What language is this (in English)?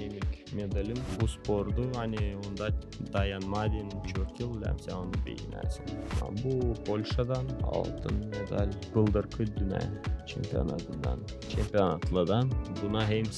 Gagauz